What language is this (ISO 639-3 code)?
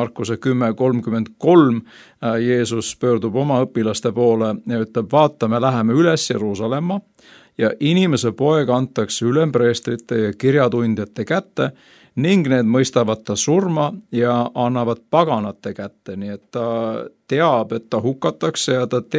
est